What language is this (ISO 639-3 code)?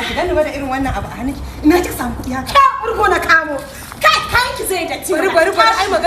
hau